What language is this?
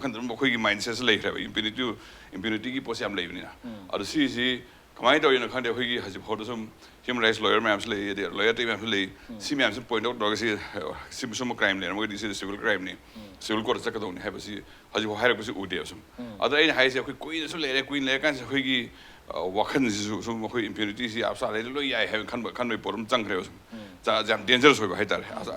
Manipuri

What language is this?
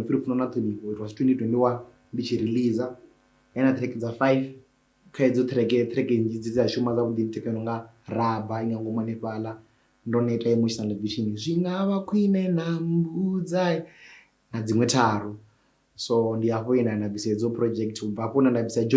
Venda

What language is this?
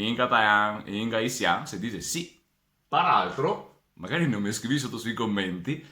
Venetian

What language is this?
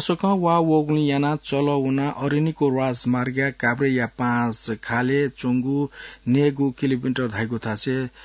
Newari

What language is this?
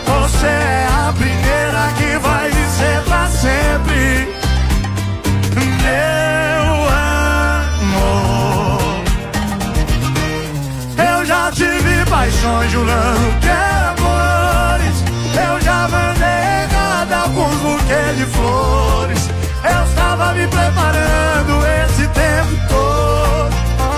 Portuguese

